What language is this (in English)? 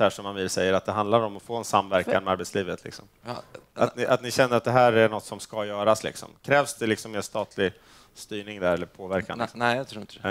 Swedish